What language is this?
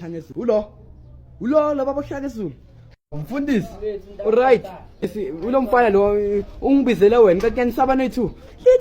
Zulu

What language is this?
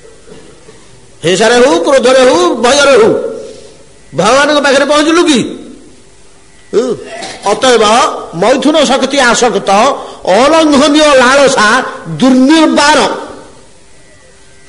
Odia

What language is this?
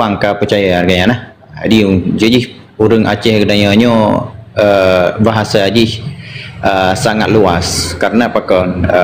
Achinese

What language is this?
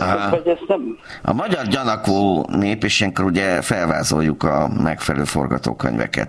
Hungarian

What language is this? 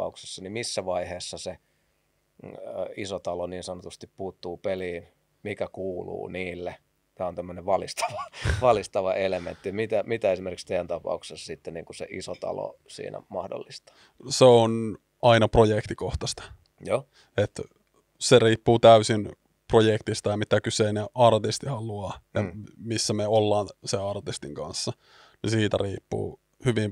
Finnish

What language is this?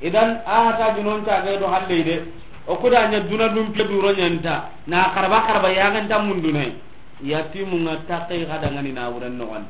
Soninke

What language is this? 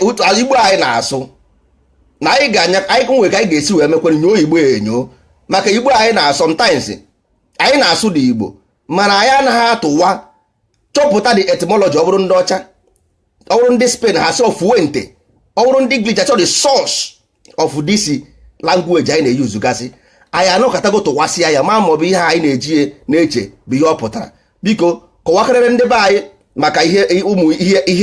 Igbo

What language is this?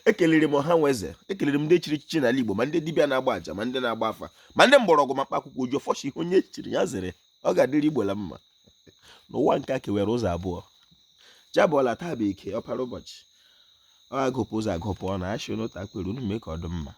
Igbo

